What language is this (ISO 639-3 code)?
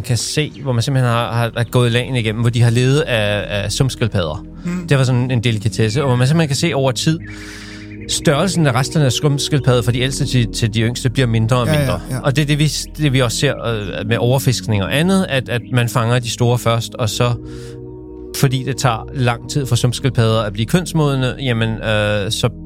dan